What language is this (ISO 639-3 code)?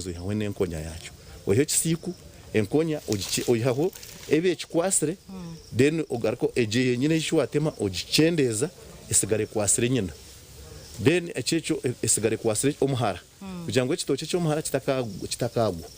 nyn